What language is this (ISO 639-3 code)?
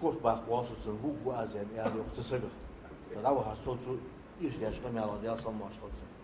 inh